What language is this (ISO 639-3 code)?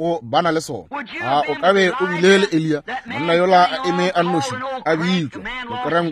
nso